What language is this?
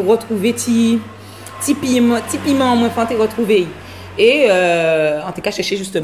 Guadeloupean Creole French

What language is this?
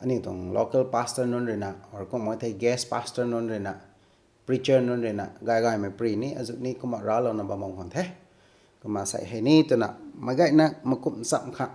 Rongmei Naga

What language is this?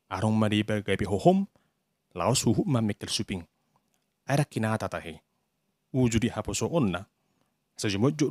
Batak Toba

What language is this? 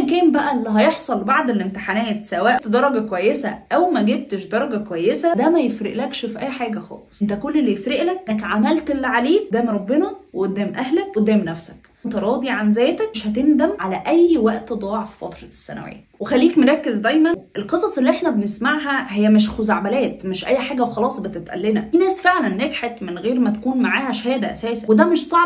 Egyptian Arabic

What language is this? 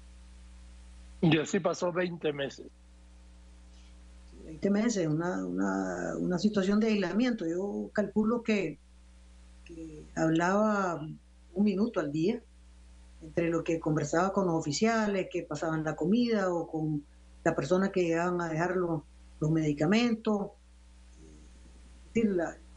Spanish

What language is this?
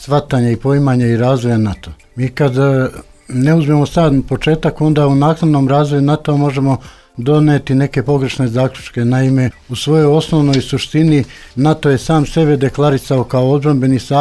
Serbian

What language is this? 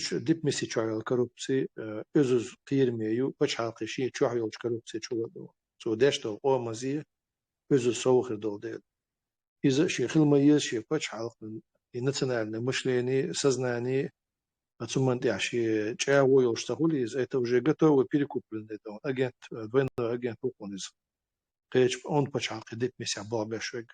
Chechen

